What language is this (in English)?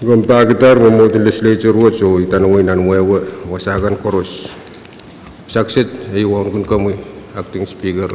Pohnpeian